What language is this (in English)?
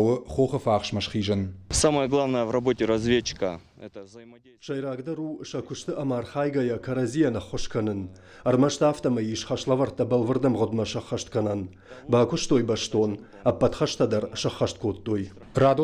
Ossetic